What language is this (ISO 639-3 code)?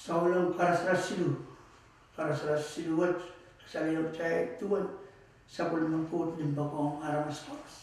pon